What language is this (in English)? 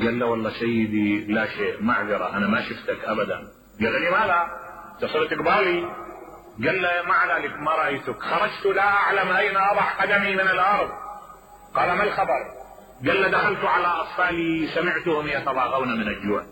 Mesopotamian Arabic